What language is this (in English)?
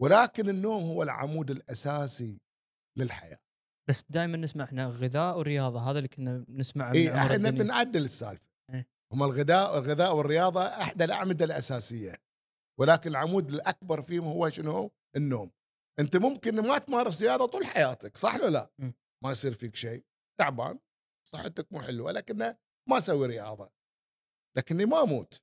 Gulf Arabic